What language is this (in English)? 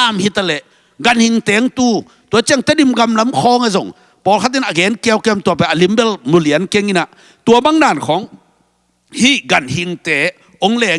Tedim Chin